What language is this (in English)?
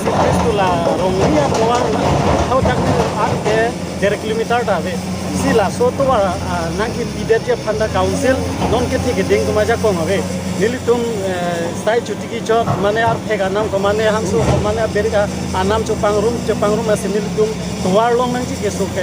Karbi